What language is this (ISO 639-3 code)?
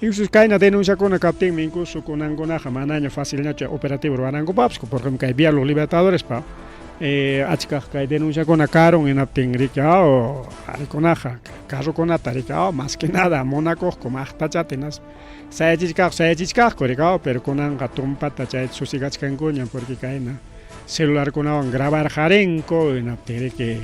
quy